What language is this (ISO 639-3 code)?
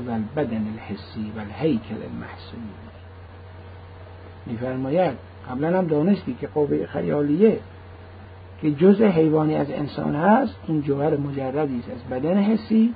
fas